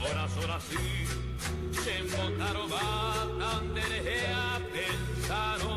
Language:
Guarani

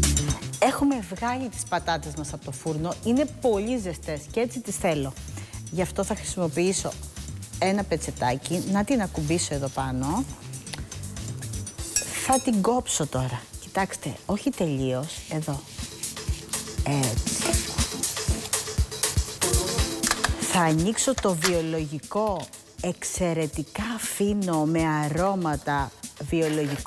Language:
Greek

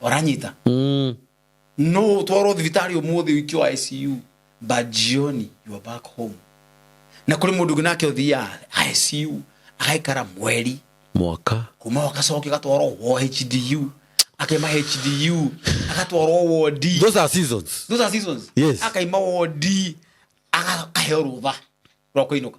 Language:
Kikuyu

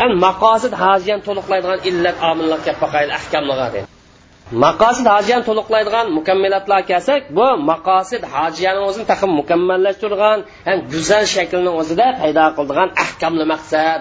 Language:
Uyghur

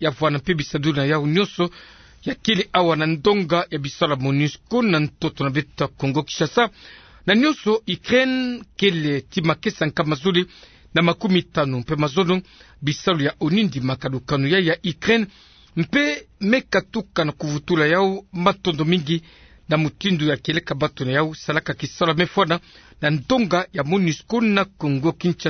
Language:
Kituba (Democratic Republic of Congo)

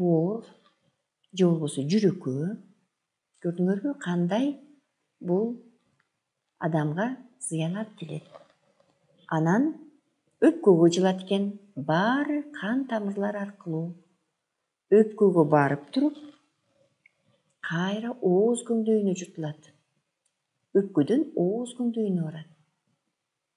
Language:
Kyrgyz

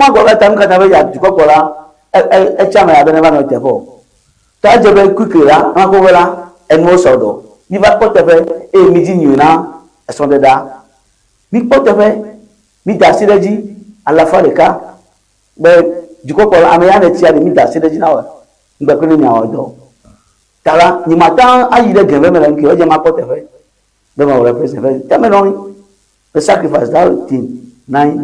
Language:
Ewe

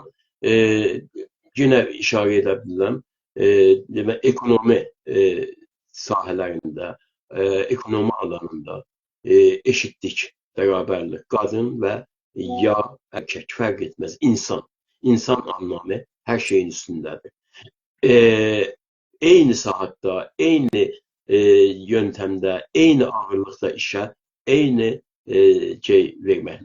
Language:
South Azerbaijani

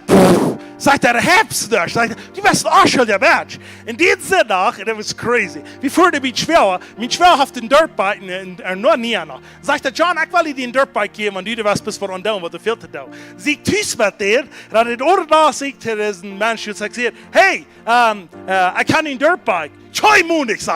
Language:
Plautdietsch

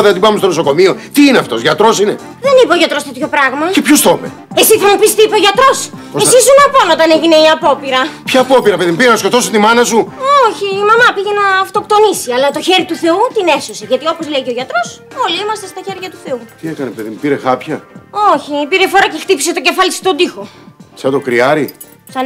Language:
Greek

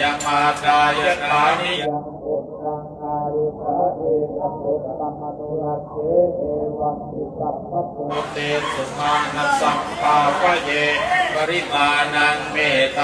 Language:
Pali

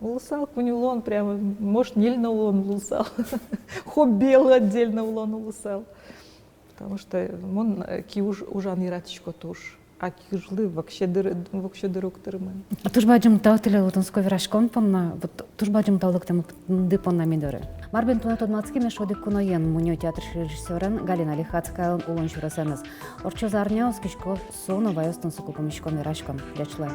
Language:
Udmurt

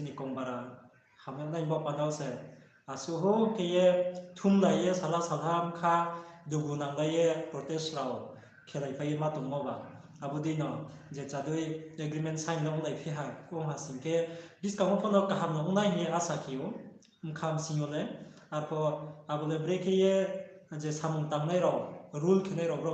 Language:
Riang (India)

